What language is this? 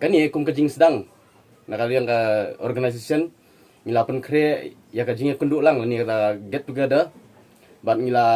Khasi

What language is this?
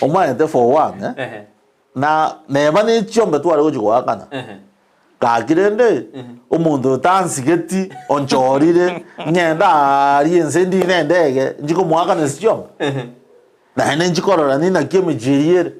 Gusii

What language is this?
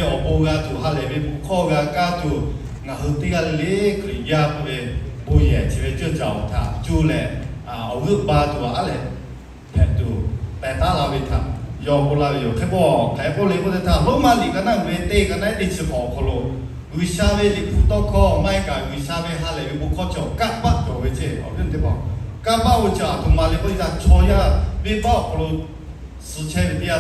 Lahu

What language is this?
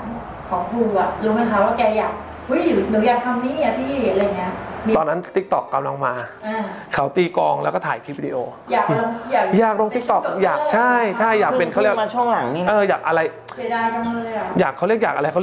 Thai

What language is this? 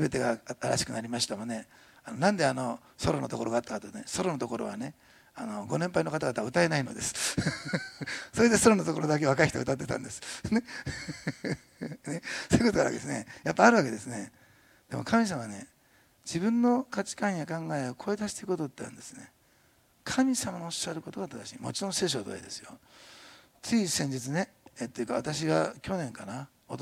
Japanese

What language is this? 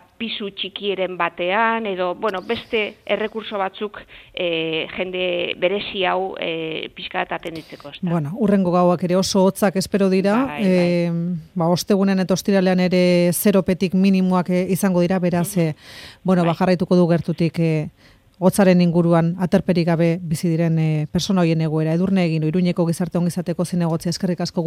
Basque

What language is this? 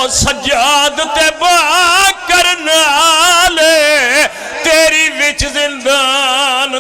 Pahari-Potwari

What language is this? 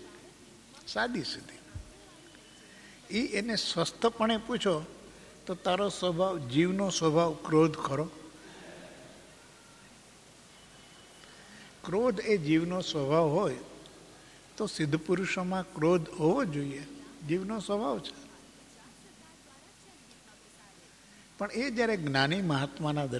Gujarati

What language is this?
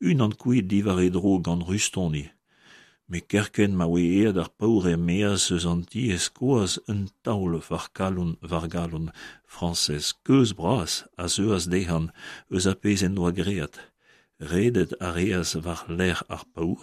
Breton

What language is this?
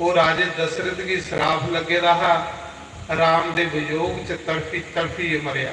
Dogri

